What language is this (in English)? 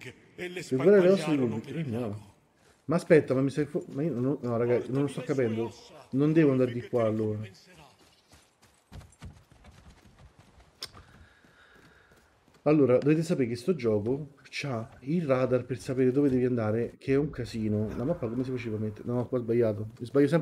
Italian